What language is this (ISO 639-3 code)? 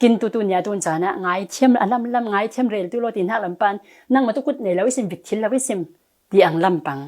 cfm